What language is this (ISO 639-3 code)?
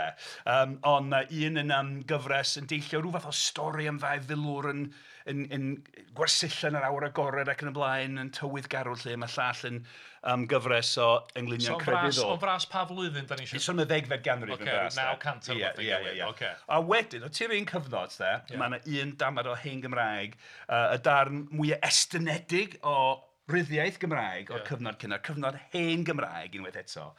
cym